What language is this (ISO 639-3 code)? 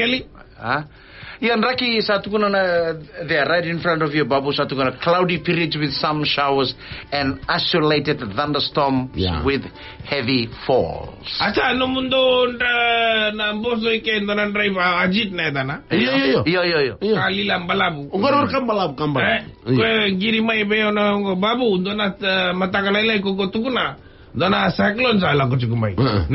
fij